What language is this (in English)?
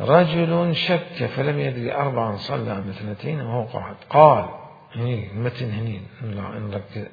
Mesopotamian Arabic